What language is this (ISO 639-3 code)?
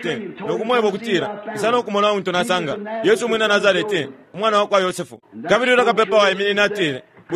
bem